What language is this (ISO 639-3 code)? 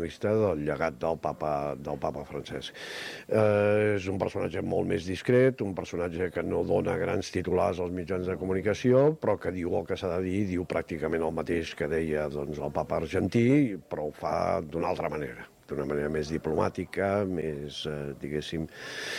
cat